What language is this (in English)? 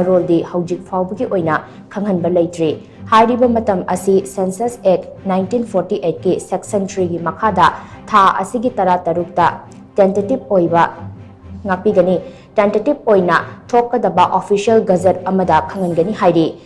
Manipuri